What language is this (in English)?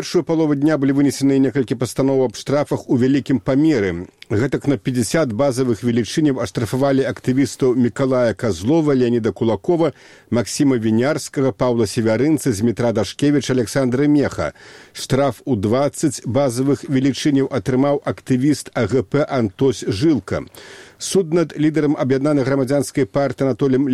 Belarusian